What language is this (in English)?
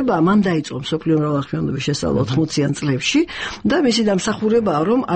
Georgian